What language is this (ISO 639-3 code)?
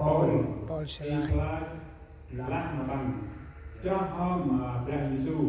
cmo